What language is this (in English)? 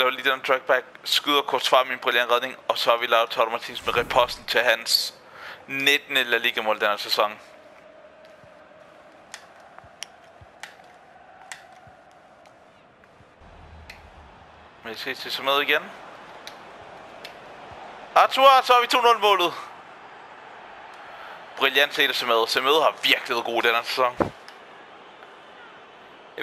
Danish